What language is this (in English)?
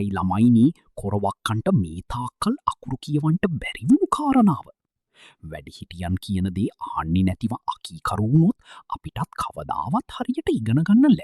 Sinhala